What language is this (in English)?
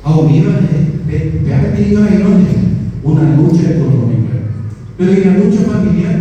Guarani